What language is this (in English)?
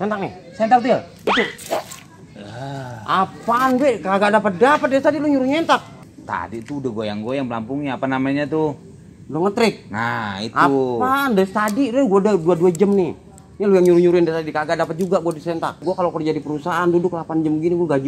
Betawi